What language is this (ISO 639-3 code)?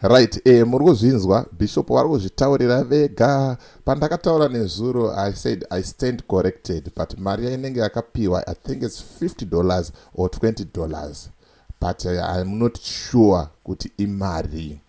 sna